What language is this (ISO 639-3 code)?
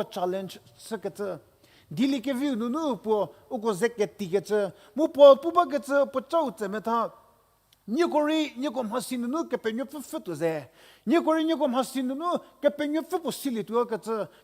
njm